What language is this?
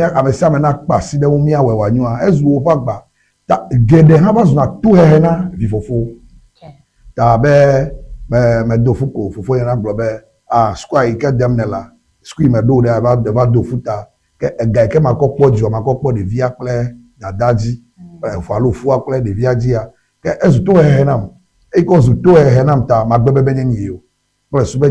Ewe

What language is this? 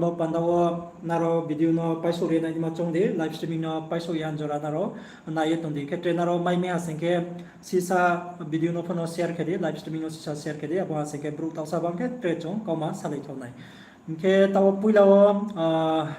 Riang (India)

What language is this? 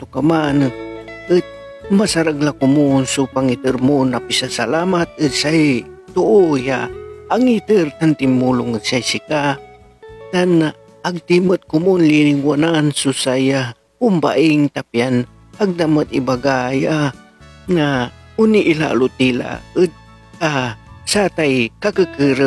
Pangasinan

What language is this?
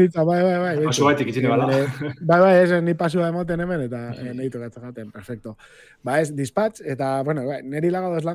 Basque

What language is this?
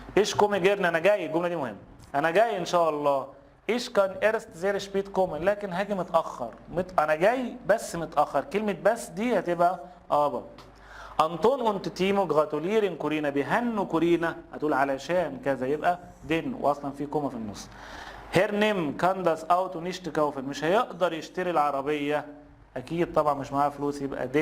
Egyptian Arabic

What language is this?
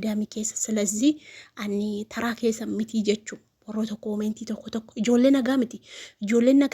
Oromo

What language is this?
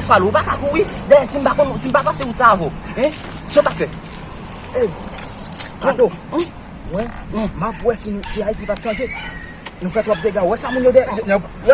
Haitian Creole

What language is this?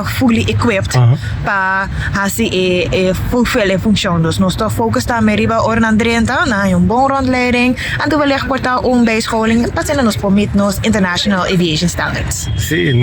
Papiamento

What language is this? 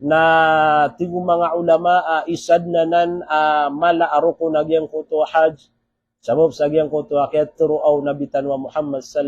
Maranao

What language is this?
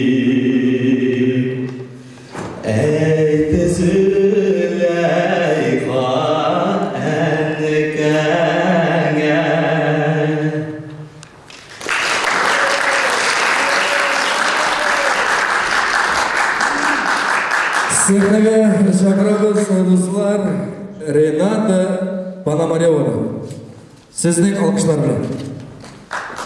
Tatar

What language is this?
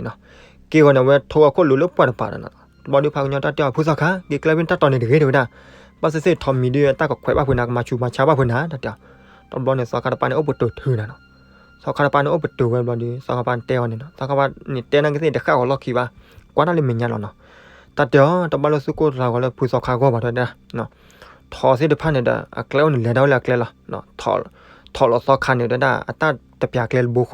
S'gaw Karen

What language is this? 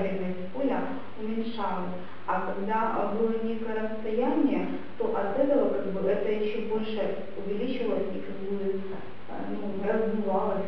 Russian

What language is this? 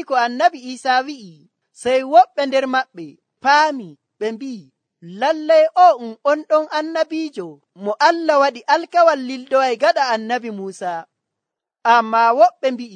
Nigerian Fulfulde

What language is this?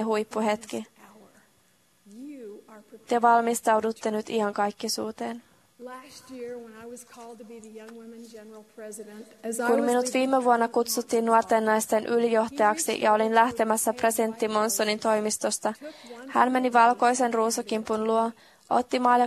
Finnish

